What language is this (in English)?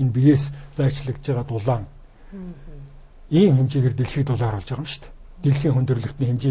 Mongolian